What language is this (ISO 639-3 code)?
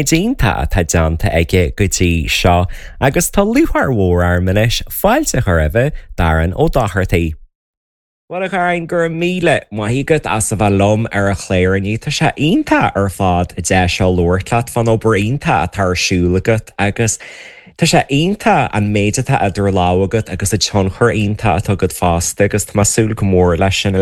gle